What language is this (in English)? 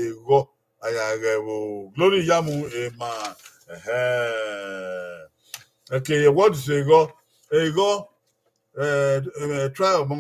Bini